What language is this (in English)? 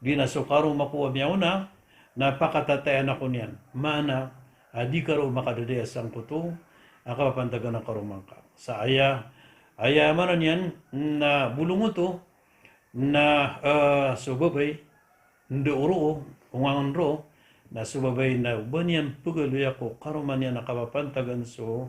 Maranao